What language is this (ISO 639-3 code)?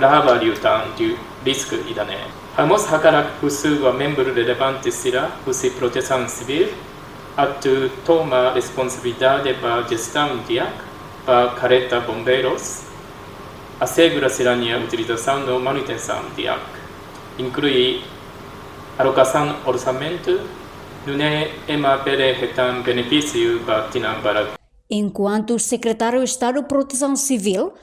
tet